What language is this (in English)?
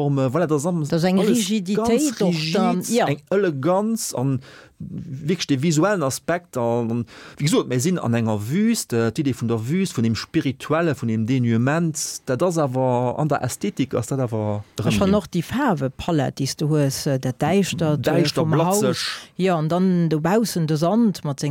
Luxembourgish